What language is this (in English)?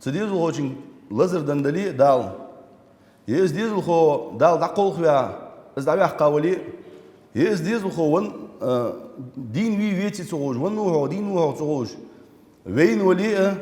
Ingush